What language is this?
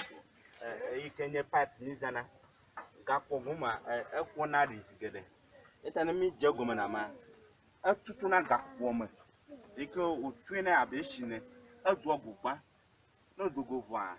Ewe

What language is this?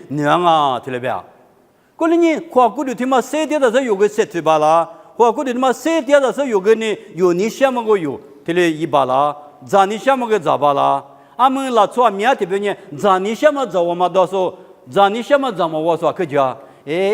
Lisu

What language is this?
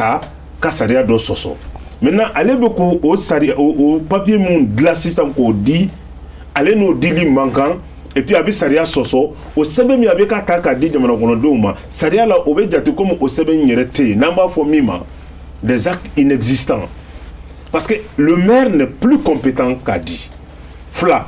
Bambara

